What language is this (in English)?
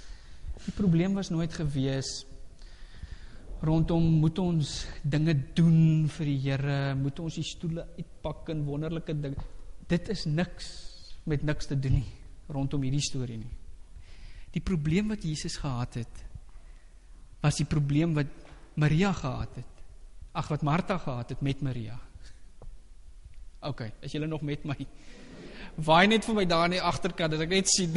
Afrikaans